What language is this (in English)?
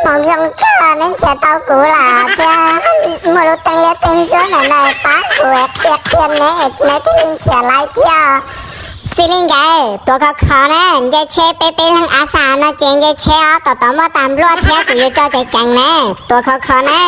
Hmong